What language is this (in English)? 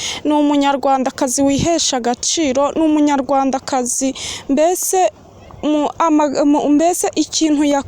Kinyarwanda